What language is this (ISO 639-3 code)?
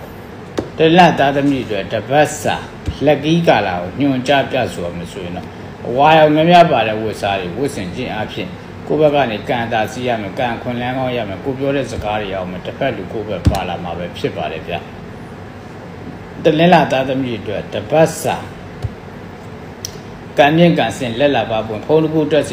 mya